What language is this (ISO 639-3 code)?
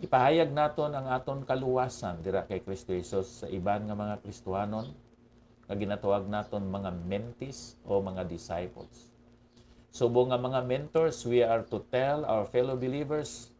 hil